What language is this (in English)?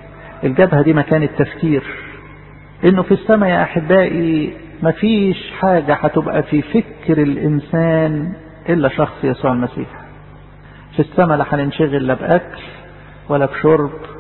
Egyptian Arabic